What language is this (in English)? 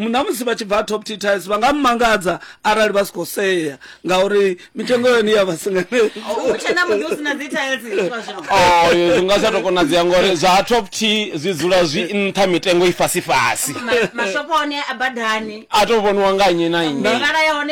Venda